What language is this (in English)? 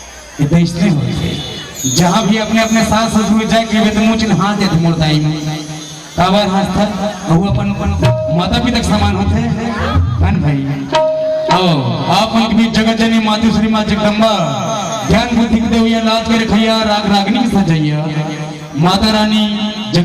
Chhattisgarhi